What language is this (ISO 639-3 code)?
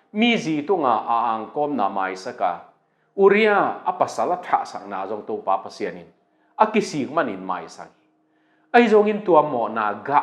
ctd